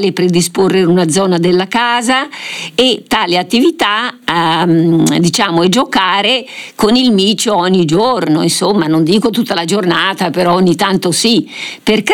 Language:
Italian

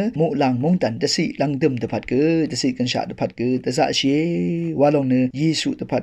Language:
Rawang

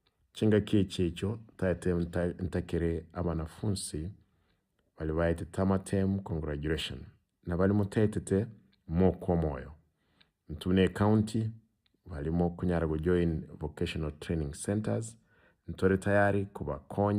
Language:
Gusii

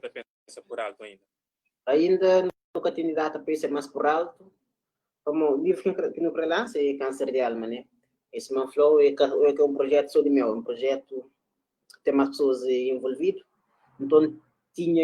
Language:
Kabuverdianu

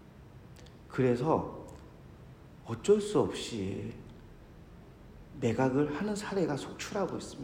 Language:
Korean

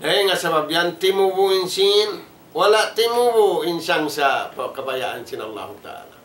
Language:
Tausug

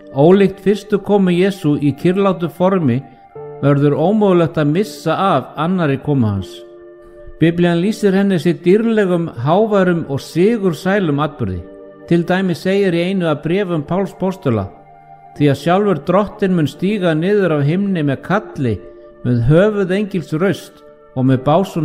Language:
Icelandic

